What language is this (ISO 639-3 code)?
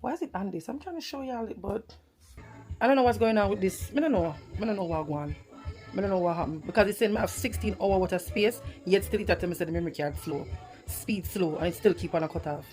jam